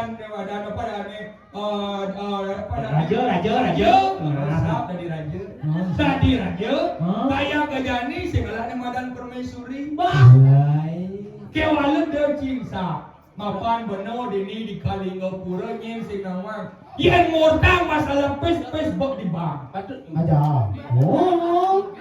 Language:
Balinese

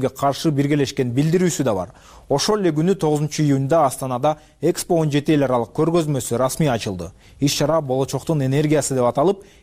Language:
Kyrgyz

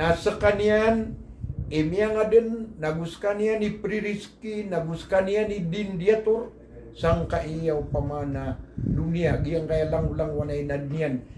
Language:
Maranao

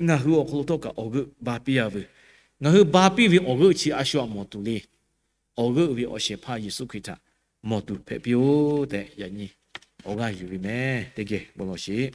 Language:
Lahu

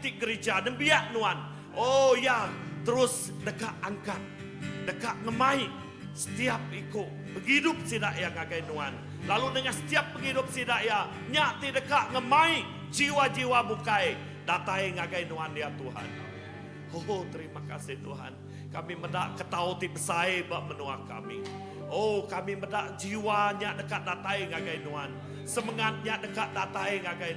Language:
Iban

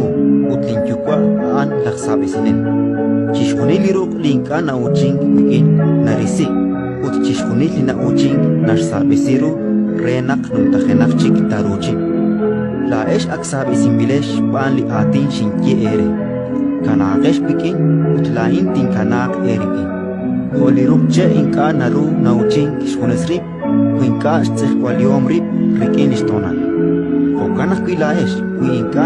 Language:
Kekchí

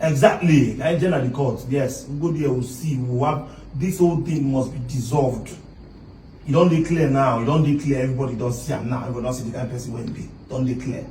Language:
Nigerian Pidgin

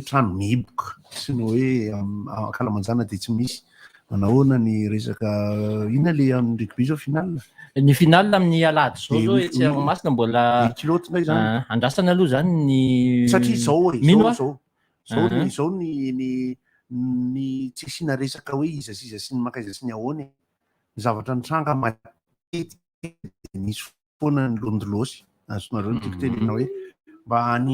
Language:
Malagasy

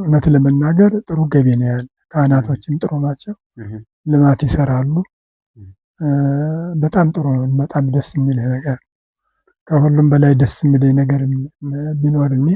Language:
Amharic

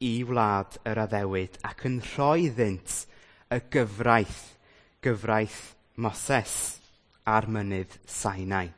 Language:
Welsh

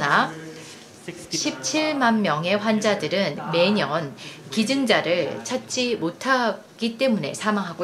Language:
Korean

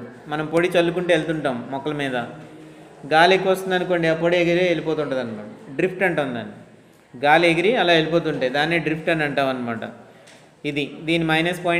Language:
Telugu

